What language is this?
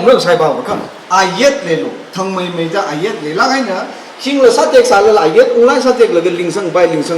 Tangkhul Naga (India)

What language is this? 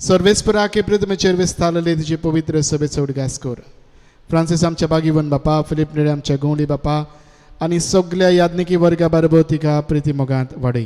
Konkani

